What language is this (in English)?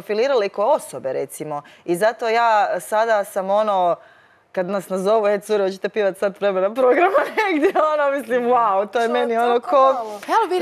Croatian